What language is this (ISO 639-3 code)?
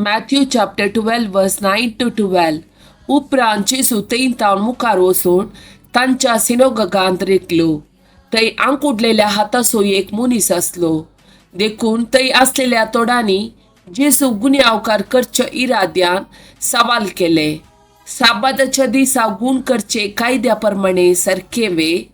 kok